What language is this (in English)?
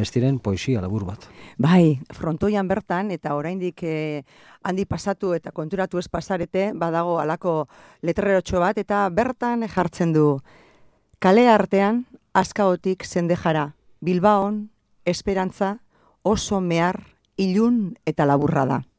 Basque